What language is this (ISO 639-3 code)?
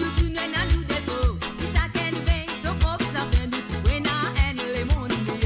mfe